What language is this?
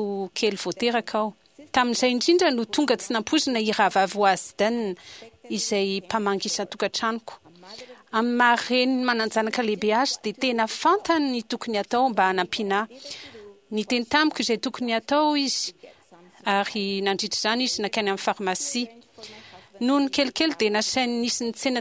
Malagasy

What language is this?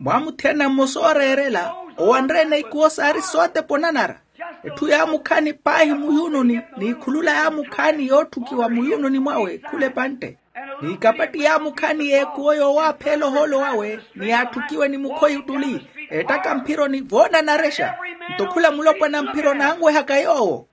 Makhuwa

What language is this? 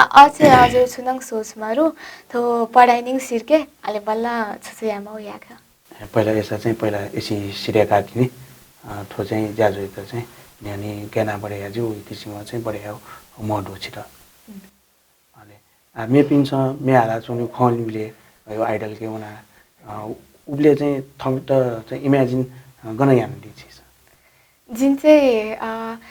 Newari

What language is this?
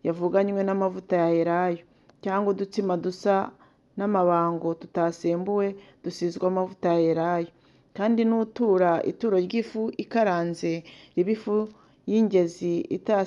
Kinyarwanda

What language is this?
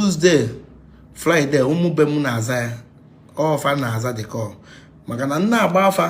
Igbo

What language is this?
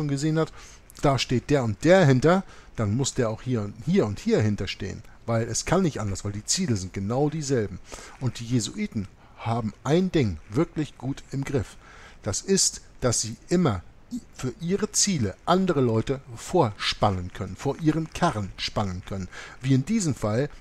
German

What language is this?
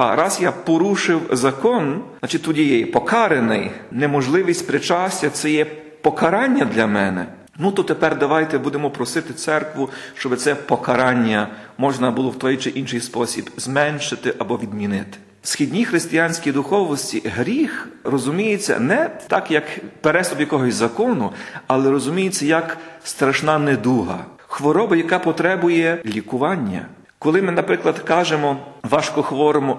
Ukrainian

